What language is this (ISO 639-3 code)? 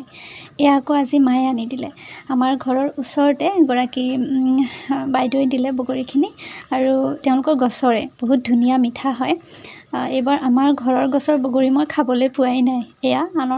asm